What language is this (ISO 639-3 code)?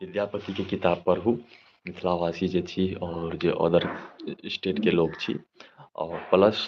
mai